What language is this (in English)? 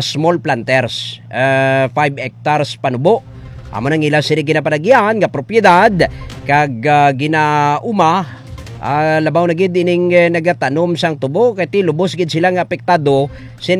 Hiligaynon